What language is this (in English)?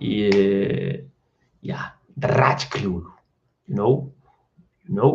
Kabuverdianu